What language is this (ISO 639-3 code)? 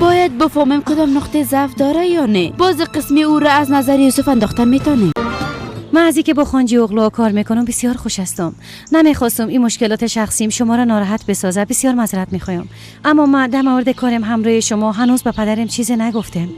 fas